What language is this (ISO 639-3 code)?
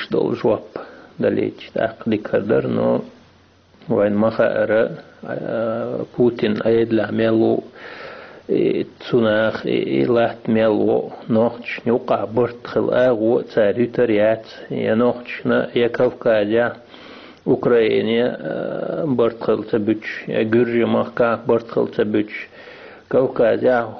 che